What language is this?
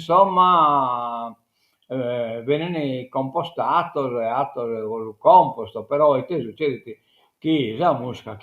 Sardinian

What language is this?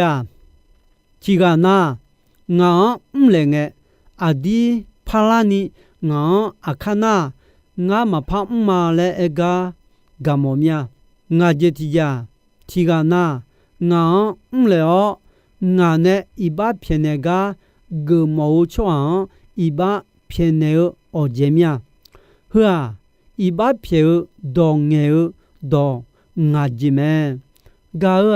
Akha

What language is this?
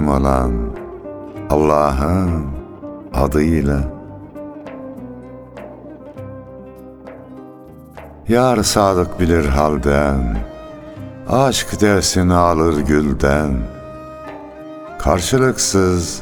Turkish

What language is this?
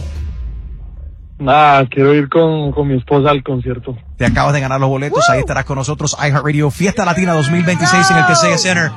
Spanish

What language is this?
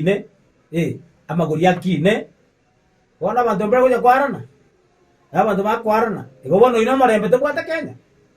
Gusii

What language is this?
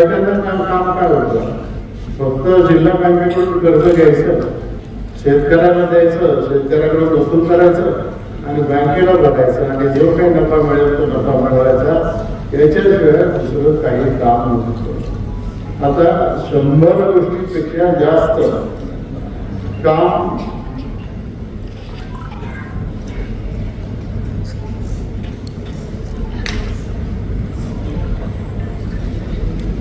Marathi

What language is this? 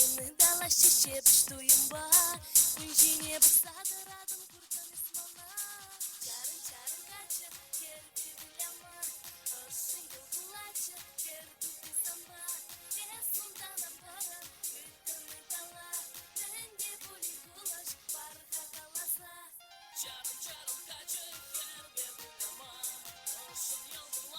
Chuvash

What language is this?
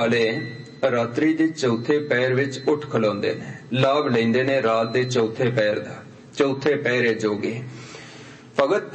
Punjabi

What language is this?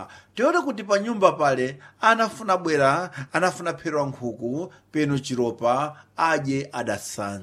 Sena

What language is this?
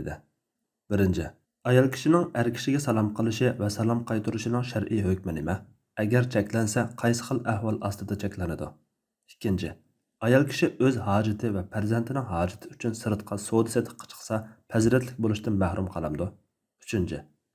Uyghur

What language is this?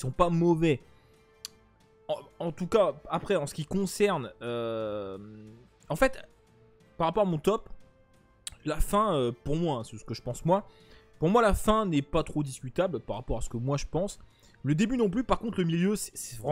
French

